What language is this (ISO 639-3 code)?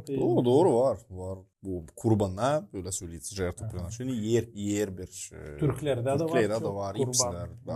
gag